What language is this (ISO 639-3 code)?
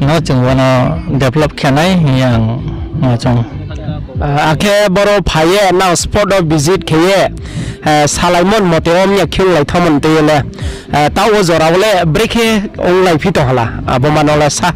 ria